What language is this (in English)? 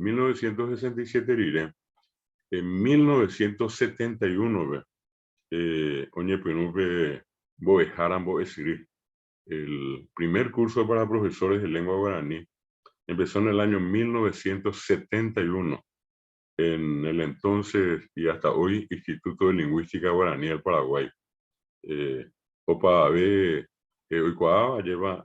Guarani